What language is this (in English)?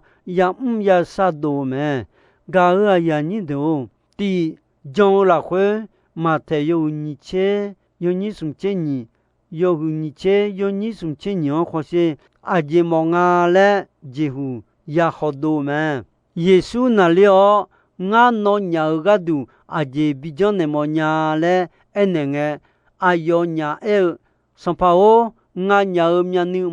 Akha